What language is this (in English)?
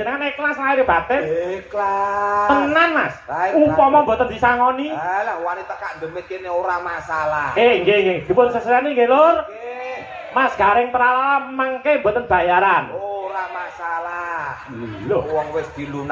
Javanese